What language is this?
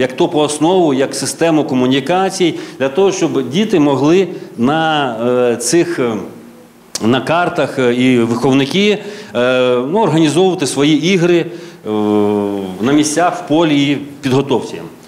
Ukrainian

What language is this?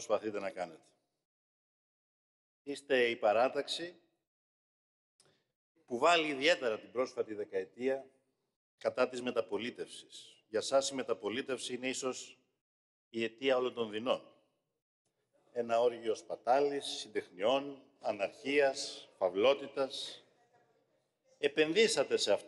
Greek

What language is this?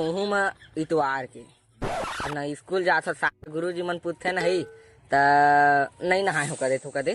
Chhattisgarhi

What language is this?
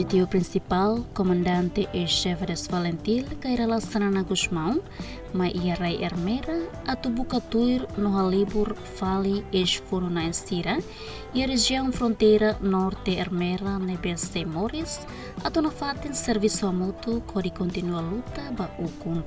Tetum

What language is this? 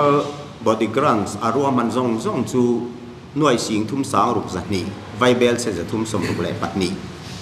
Mizo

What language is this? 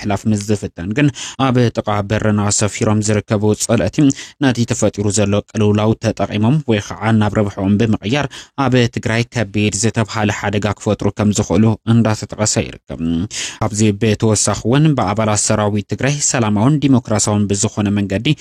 Tigrinya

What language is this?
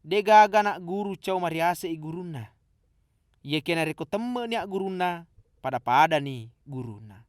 Buginese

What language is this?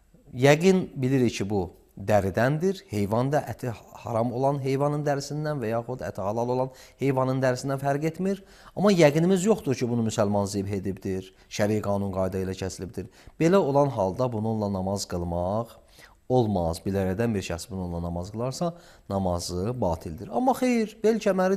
Azerbaijani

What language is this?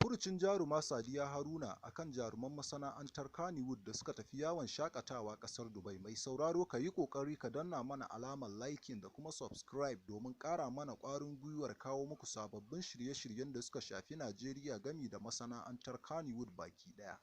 Hausa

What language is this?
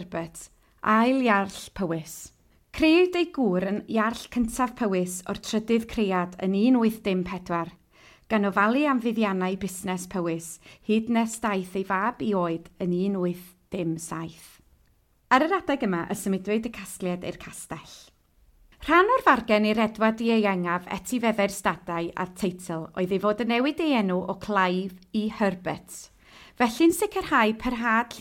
Welsh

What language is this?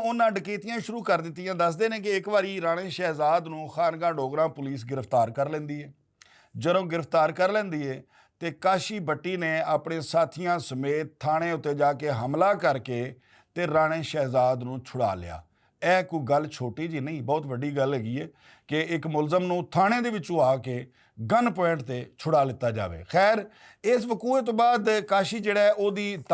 Western Panjabi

